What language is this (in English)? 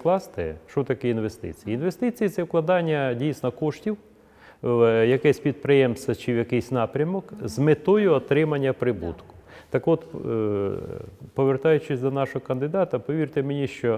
Ukrainian